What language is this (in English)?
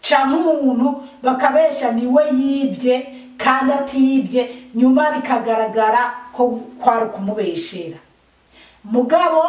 Rundi